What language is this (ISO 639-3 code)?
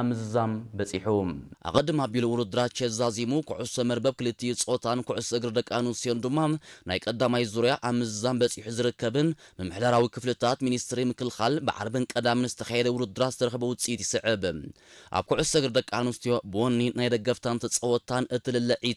tir